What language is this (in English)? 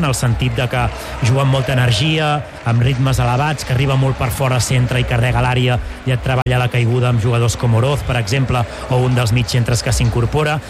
Catalan